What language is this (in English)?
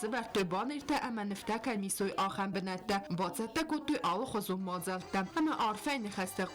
Ossetic